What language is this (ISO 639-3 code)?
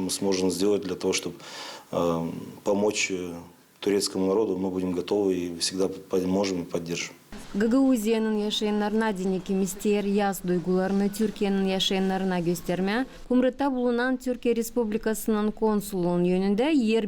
gag